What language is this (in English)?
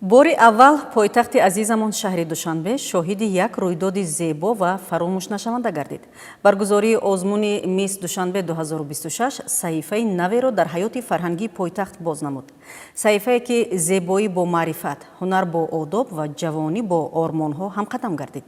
Tajik